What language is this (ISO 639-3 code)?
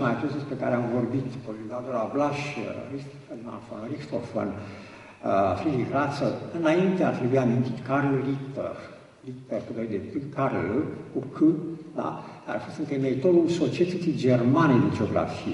ron